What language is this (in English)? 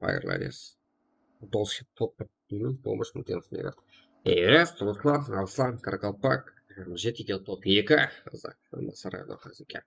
Kara-Kalpak